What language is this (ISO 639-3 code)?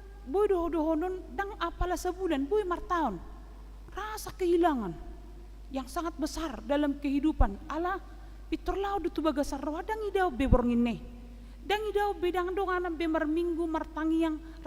bbc